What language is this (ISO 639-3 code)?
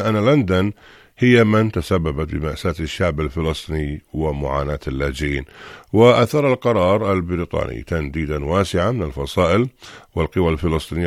ara